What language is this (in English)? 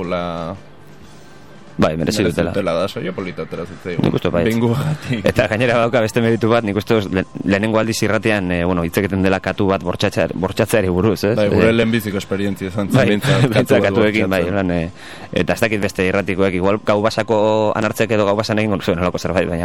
Basque